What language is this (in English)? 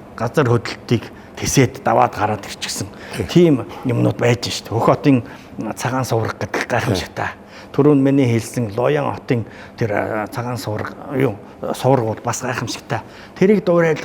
Mongolian